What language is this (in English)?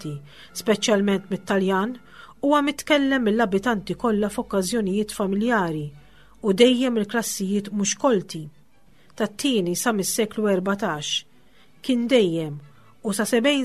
Maltese